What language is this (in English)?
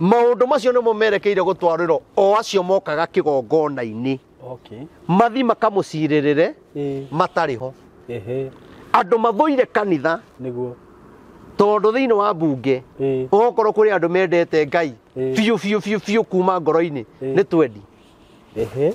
Kikuyu